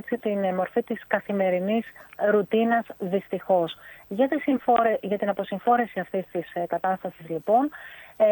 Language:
Greek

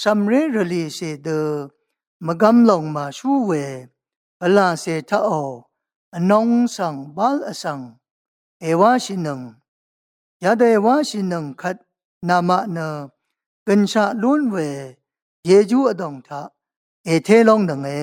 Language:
Rawang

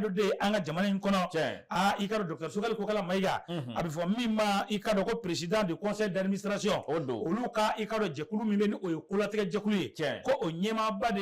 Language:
Bambara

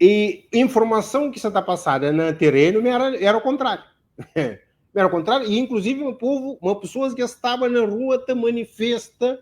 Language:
Kabuverdianu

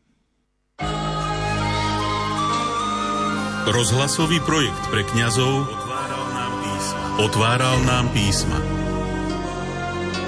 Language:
Slovak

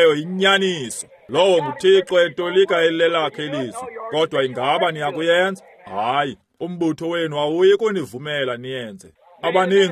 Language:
Xhosa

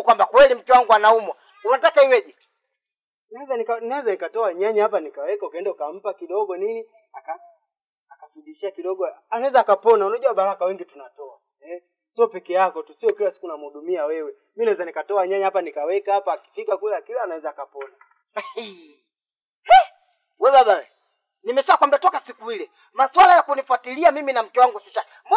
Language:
Swahili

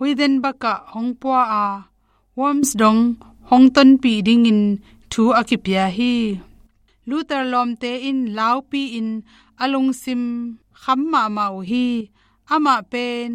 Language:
Tedim Chin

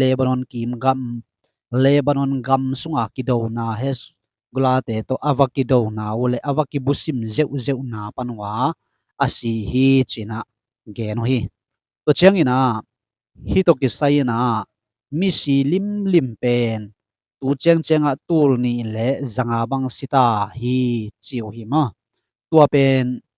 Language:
Tedim Chin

